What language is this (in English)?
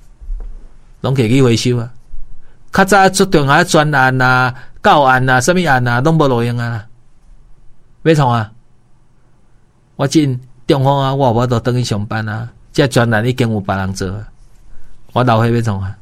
Min Nan Chinese